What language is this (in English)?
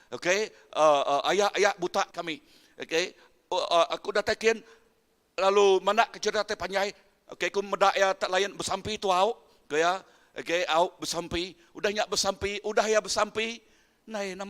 Iban